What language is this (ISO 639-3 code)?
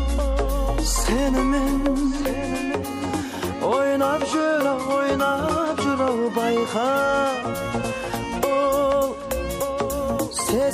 kaz